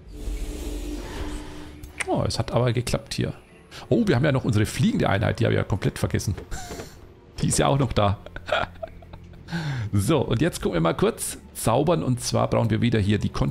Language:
German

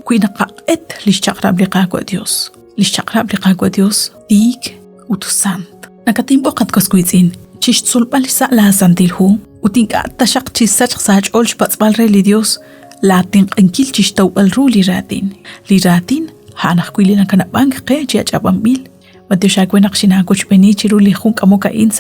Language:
Kekchí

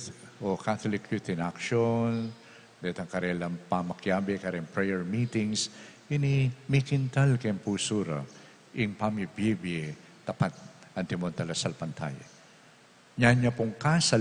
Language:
Pampanga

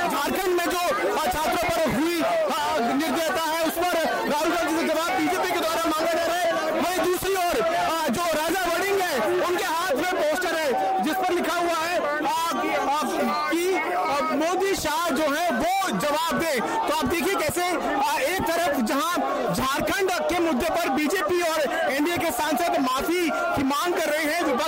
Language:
Hindi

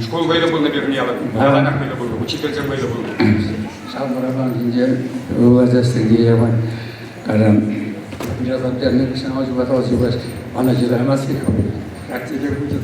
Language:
Chuvash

